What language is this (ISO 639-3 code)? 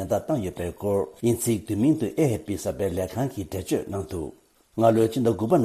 bod